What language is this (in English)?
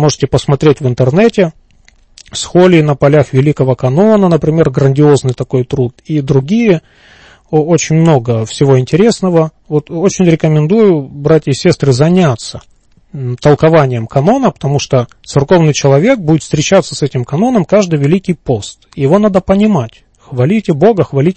Russian